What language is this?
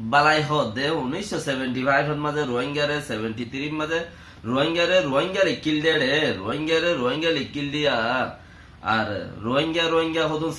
Rohingya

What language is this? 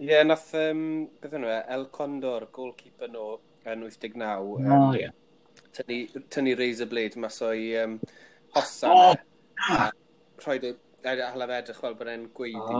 Welsh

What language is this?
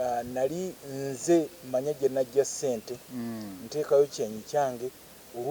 Ganda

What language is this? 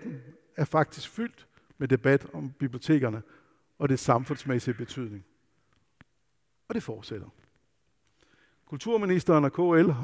Danish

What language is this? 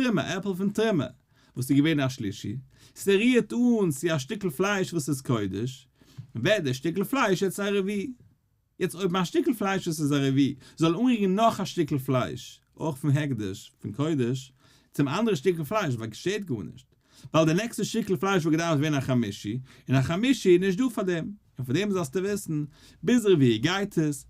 Yiddish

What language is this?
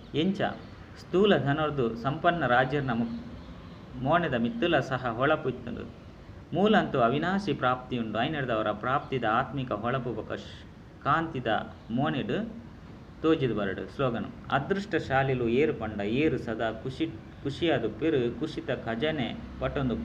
Tulu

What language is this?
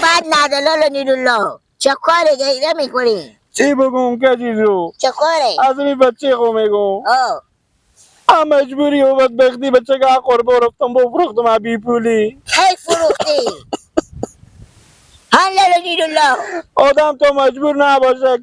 Persian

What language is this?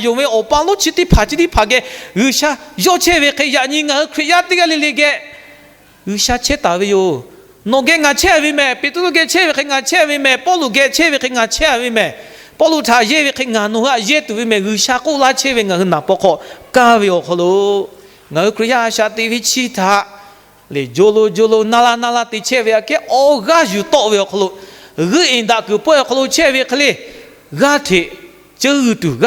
Lahu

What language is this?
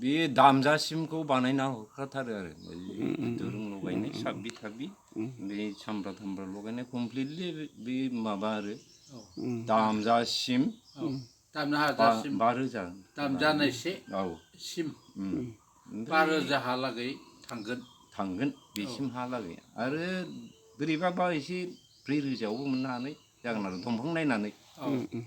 Bodo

